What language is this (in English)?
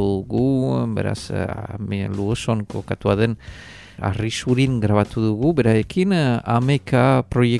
Basque